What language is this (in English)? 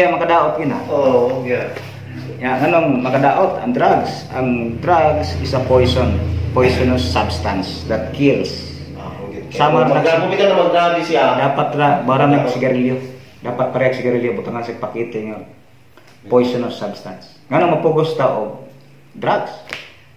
Cebuano